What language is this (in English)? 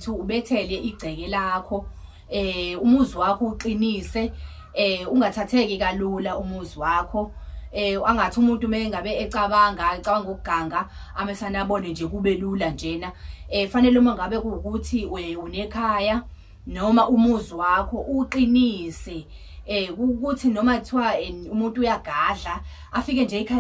Zulu